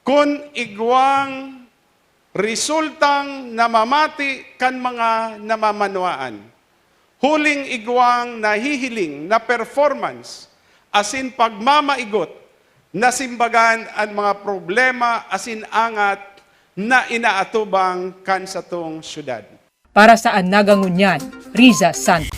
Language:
Bikol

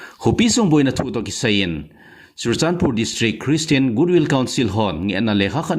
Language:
Thado Chin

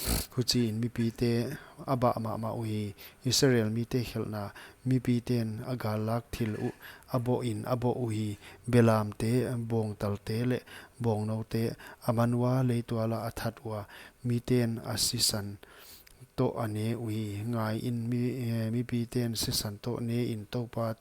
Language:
Paite Chin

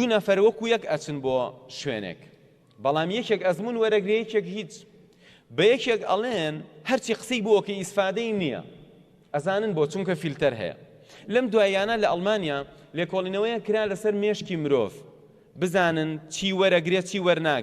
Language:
Central Kurdish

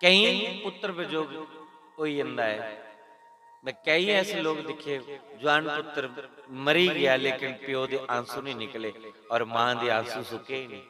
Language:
Dogri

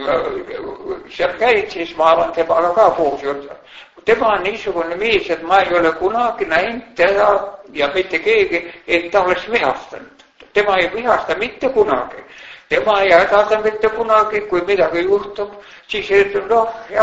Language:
Estonian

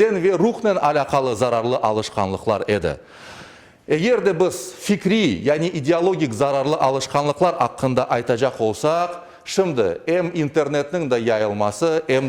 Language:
Crimean Tatar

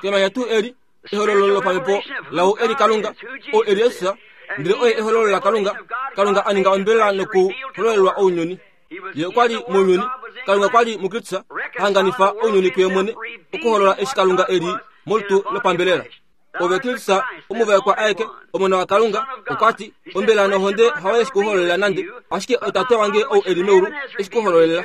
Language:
Kuanyama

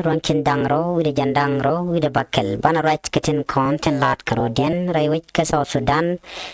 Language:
Nuer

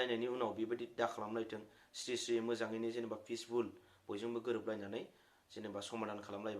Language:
Bodo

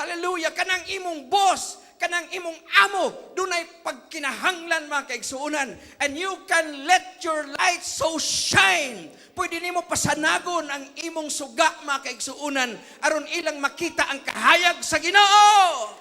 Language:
Cebuano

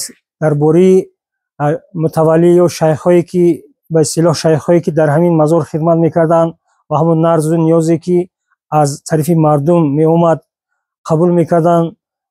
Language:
Tajik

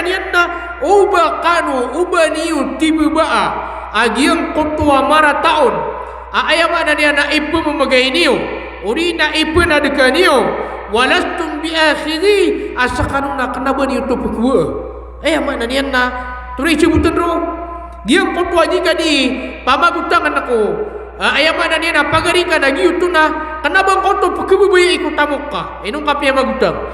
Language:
Maranao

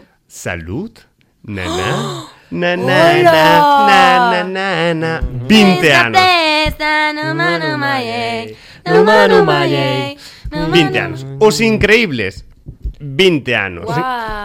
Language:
Galician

